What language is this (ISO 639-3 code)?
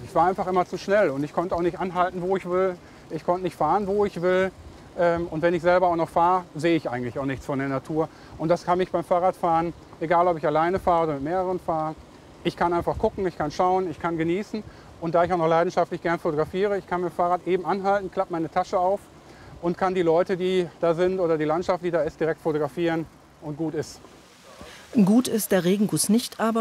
deu